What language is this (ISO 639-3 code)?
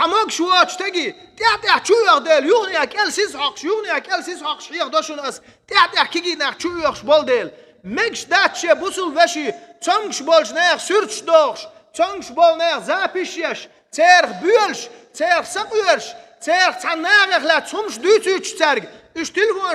che